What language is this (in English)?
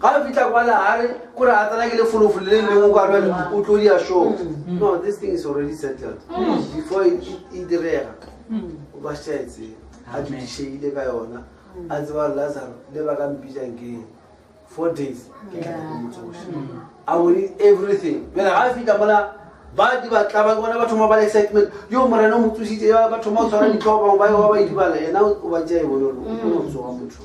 Northern Sotho